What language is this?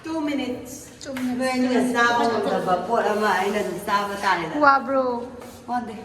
Manipuri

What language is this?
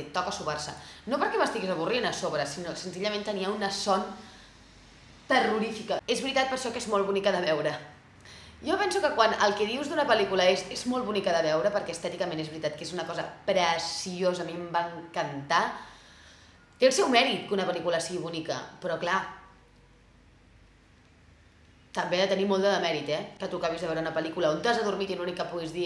Catalan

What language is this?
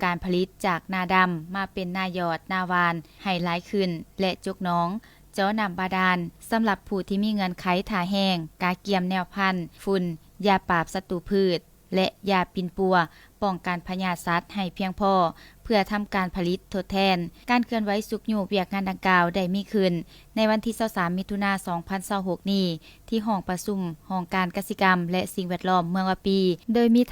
Lao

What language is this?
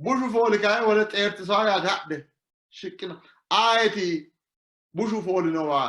Sidamo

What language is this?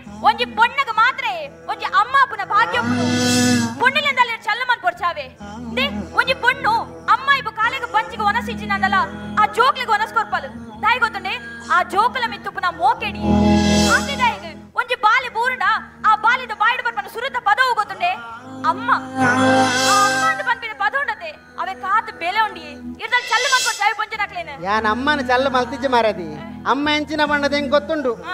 Tulu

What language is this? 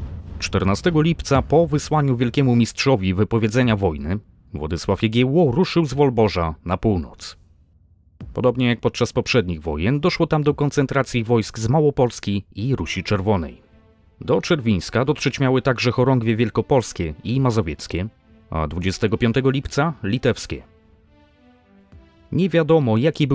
Polish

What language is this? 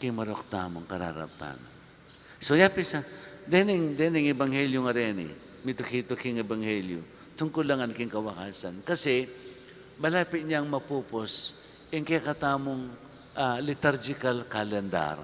Pampanga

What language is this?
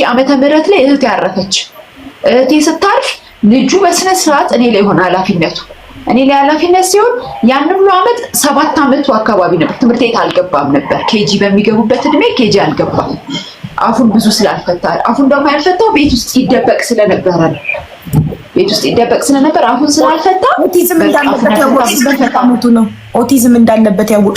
Amharic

